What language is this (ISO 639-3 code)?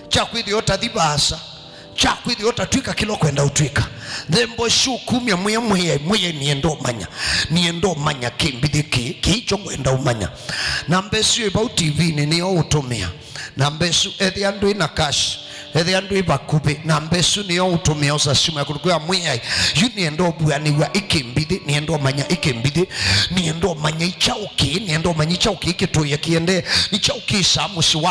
kam